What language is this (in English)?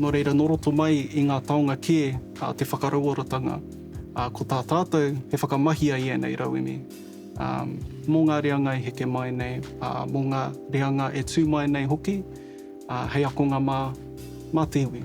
Māori